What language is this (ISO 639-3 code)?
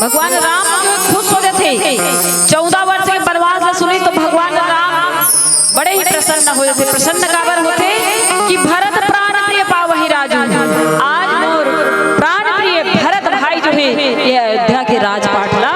hne